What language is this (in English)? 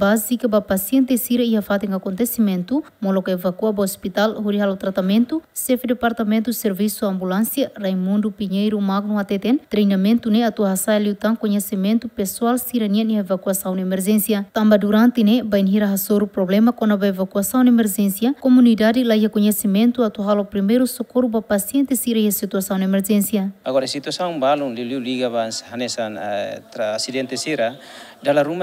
Tetum